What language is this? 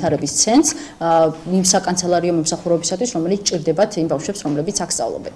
Georgian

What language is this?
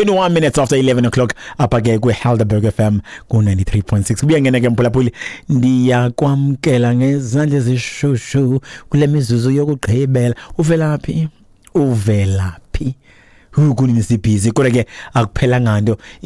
Xhosa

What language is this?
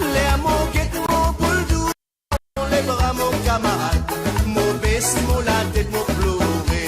Morisyen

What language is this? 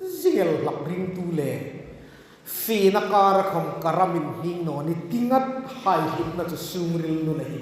Hmar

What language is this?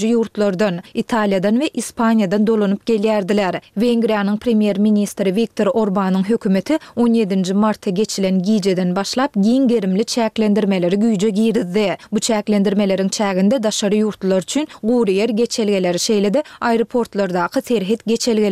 Turkmen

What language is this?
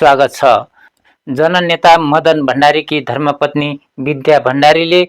Nepali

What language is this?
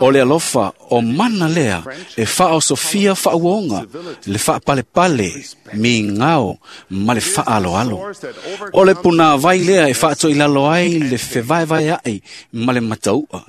Samoan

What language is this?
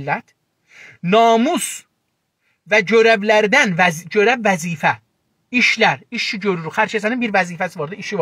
South Azerbaijani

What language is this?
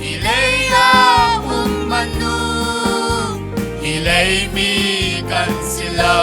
Falam Chin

